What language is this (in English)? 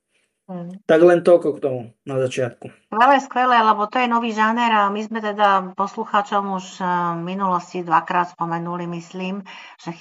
Slovak